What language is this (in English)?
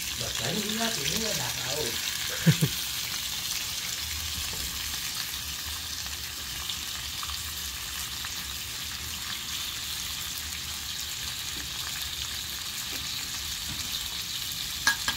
Filipino